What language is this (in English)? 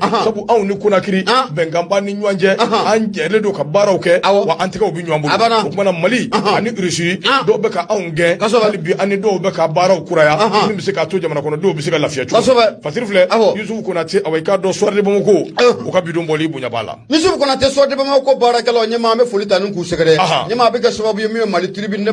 Bambara